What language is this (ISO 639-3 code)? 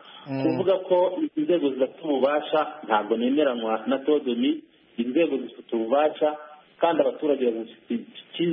kin